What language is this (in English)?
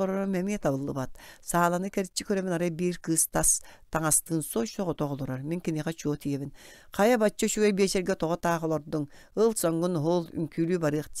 Yakut